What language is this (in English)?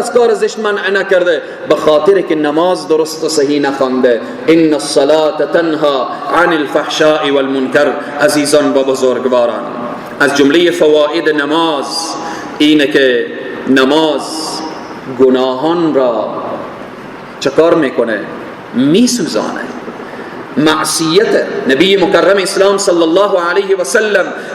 Persian